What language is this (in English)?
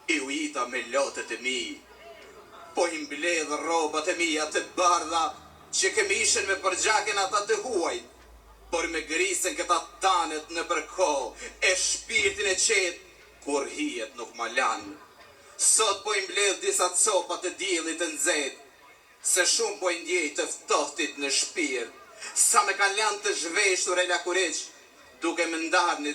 Albanian